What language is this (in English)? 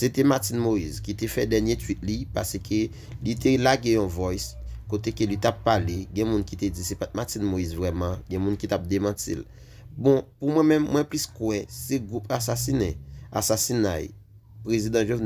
Haitian Creole